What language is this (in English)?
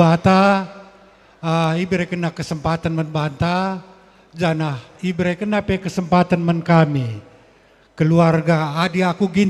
Batak Karo